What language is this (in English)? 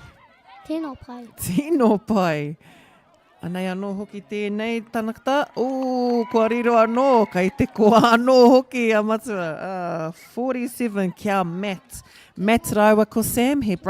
Māori